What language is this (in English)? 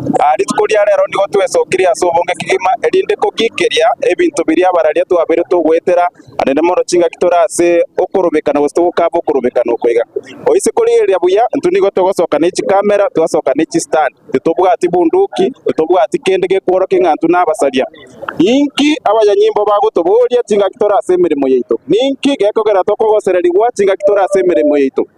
Gusii